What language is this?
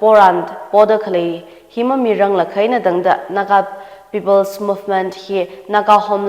Tangkhul Naga (India)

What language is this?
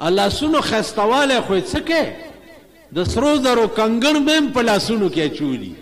Pashto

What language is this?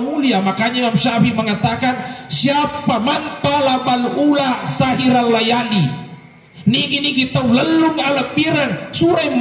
Buginese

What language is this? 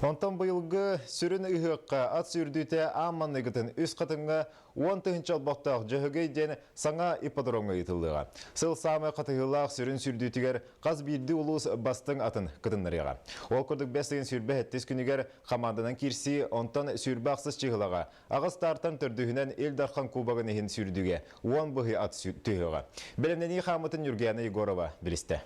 Yakut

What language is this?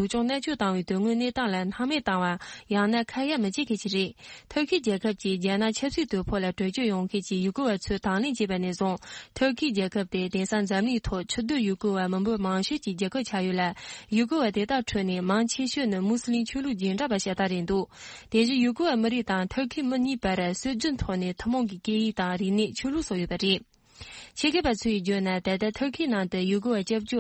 Tibetan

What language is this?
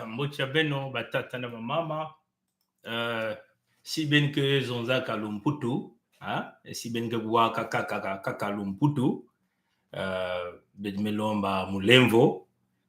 Kituba (Congo)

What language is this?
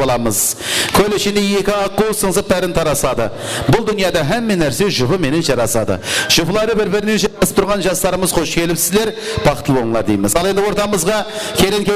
Kara-Kalpak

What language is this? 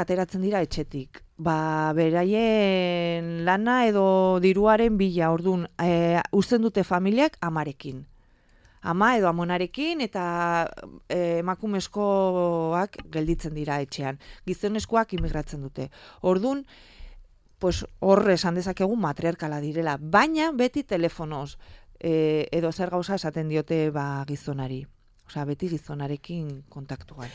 Basque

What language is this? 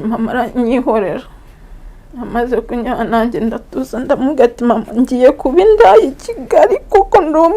Kinyarwanda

